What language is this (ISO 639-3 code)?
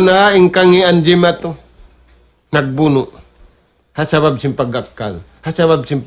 tsg